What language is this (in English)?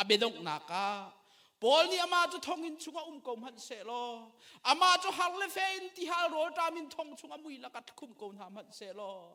Hakha Chin